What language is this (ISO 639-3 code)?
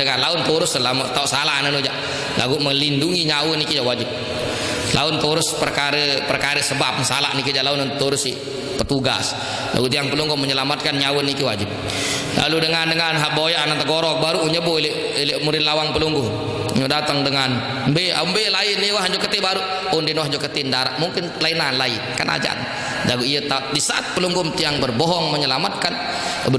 sas